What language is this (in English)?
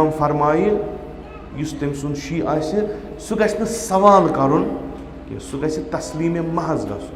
Kashmiri